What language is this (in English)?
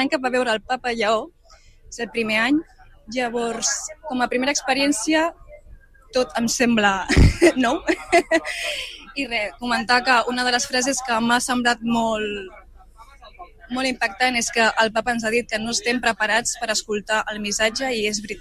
Catalan